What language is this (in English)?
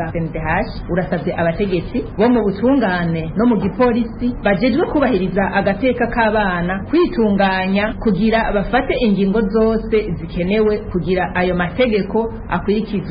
Rundi